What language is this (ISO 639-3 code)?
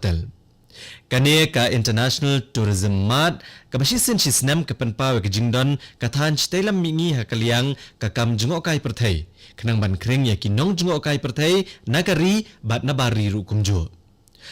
kha